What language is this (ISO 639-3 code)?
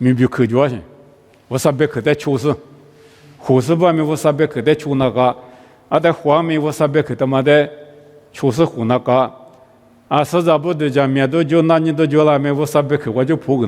lis